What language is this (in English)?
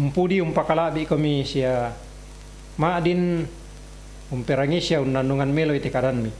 Toraja-Sa'dan